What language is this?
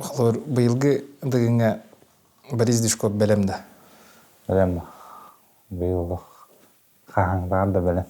Yakut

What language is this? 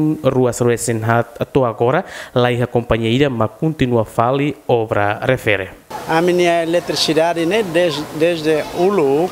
Tetum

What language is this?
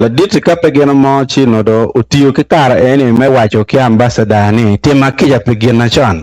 Acoli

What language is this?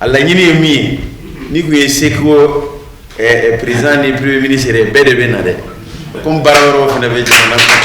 Bambara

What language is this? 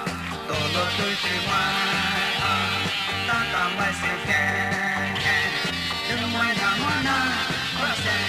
Poumei Naga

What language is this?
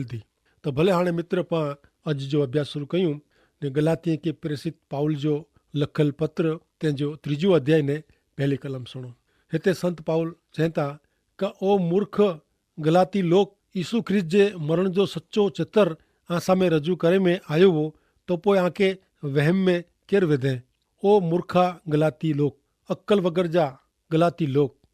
Kachhi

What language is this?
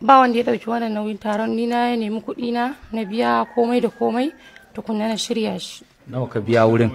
Hausa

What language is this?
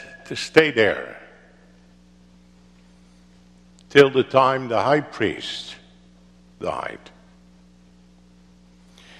English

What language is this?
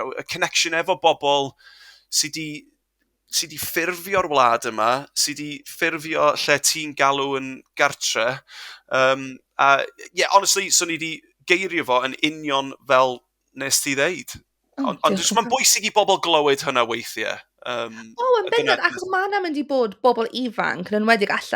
Welsh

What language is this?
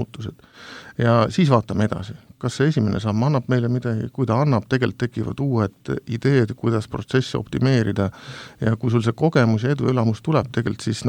Estonian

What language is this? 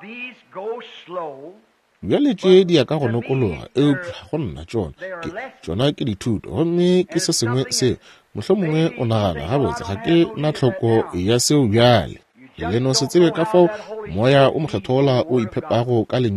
Northern Sotho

